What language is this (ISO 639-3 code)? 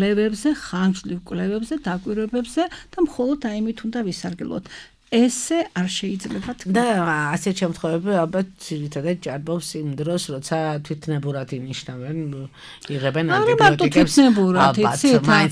kat